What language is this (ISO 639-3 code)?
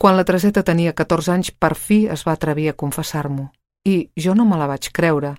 cat